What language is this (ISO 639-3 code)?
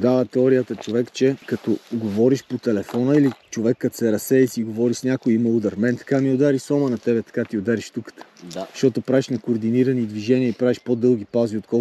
bul